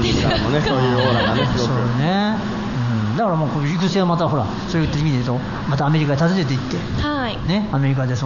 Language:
Japanese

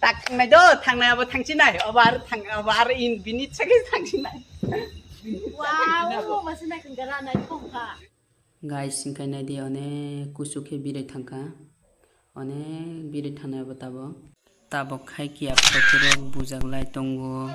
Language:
Kok Borok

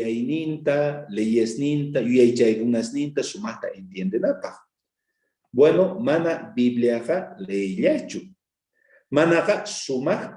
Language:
South Bolivian Quechua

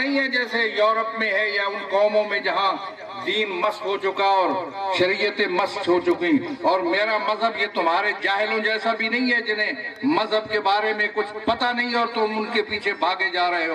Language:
Urdu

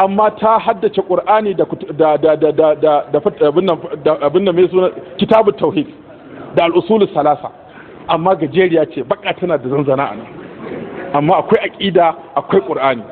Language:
Hausa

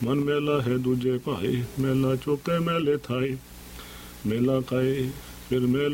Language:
Punjabi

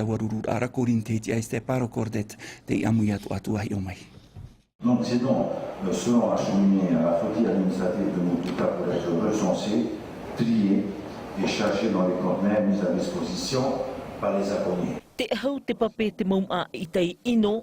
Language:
Tahitian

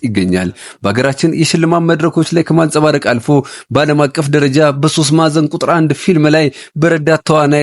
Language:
Amharic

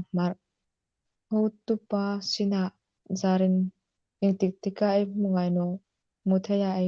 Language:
Hmar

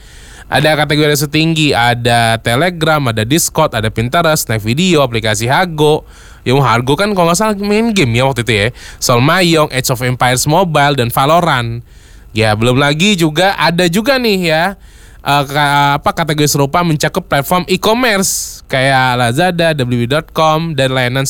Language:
Indonesian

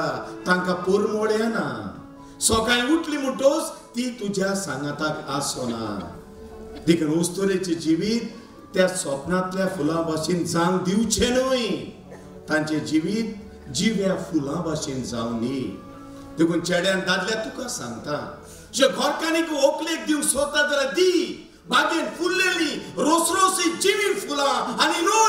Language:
Konkani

